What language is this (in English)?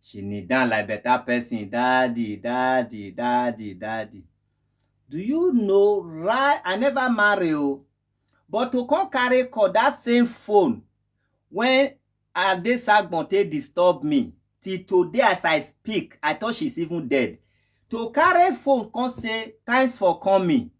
Nigerian Pidgin